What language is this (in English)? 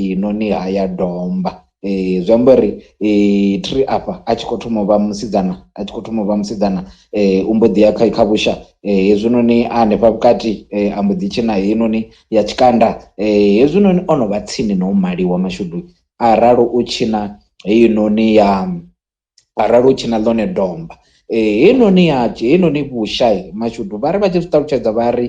Venda